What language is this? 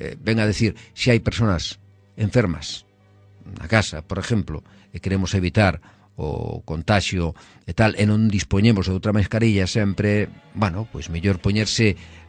Galician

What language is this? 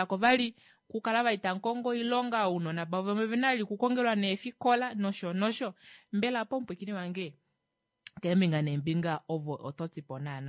Kuanyama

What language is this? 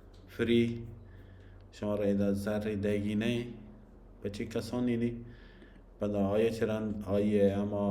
Baluchi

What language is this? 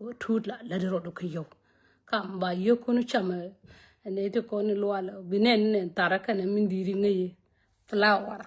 Nuer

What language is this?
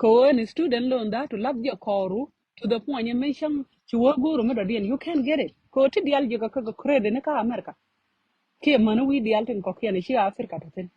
Nuer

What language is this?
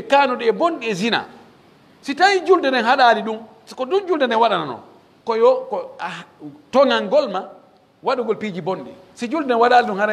Pular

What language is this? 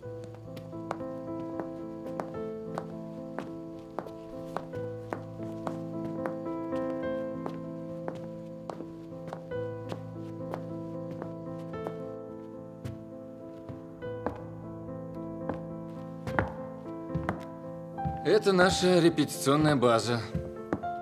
Russian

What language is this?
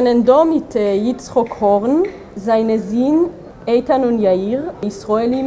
Yiddish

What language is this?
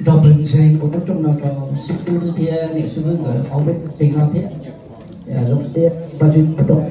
Hmong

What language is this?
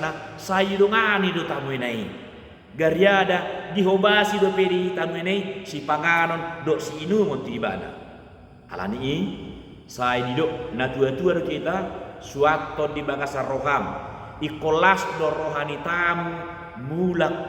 Batak Toba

